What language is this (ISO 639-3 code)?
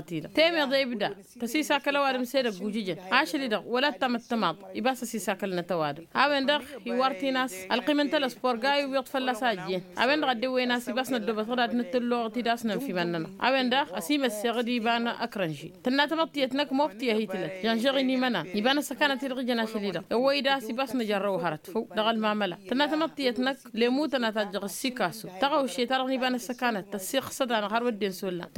taq